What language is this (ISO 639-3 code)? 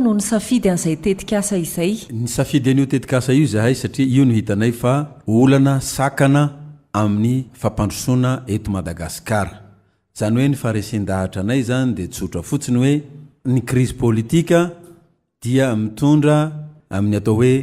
mlg